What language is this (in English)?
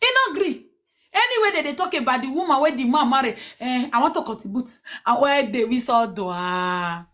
Nigerian Pidgin